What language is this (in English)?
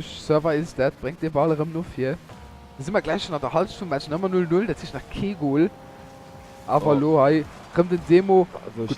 Luxembourgish